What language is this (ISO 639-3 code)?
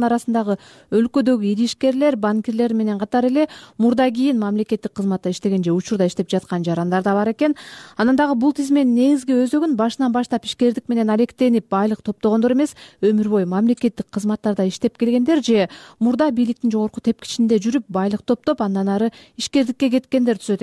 kir